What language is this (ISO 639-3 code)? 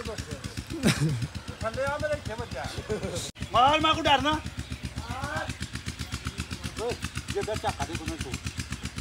pan